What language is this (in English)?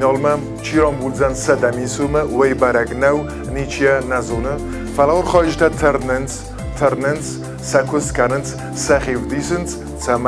Ossetic